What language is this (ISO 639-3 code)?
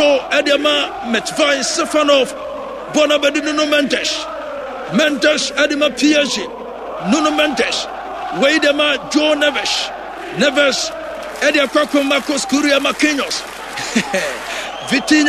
aka